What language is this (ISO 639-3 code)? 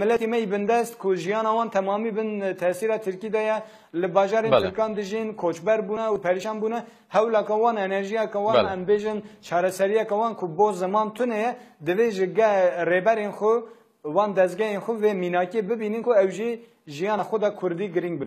kur